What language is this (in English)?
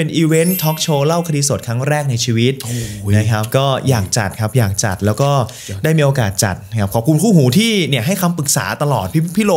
Thai